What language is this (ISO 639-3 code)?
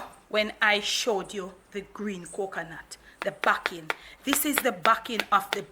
jam